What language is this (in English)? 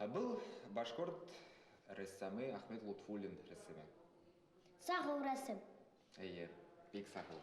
Bashkir